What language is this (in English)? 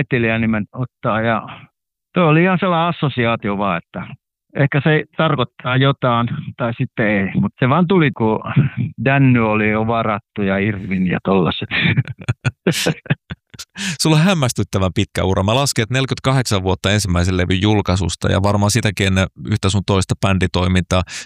Finnish